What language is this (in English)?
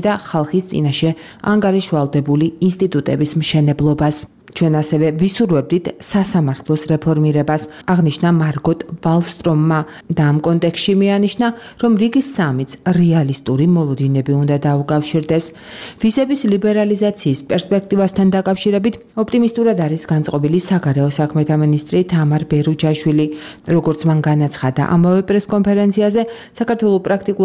Georgian